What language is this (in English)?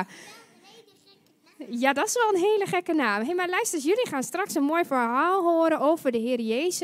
Dutch